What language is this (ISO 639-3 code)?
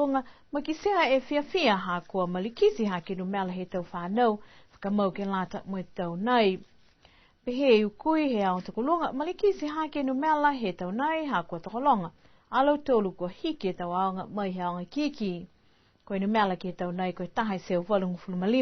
niu